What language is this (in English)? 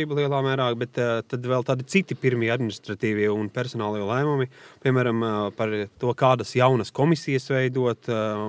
Latvian